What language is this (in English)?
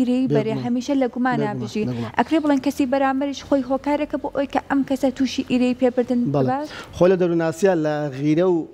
Central Kurdish